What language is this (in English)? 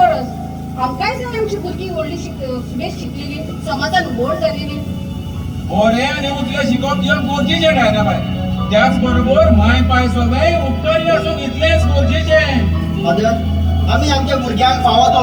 Konkani